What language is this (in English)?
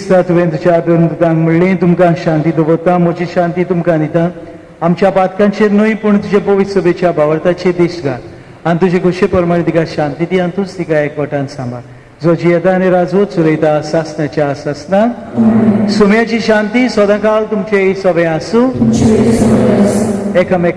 Konkani